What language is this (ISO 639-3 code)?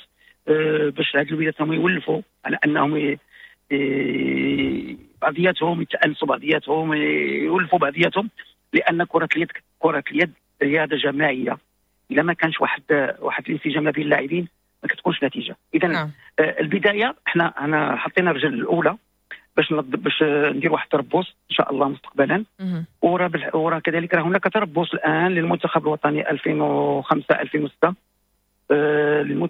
ary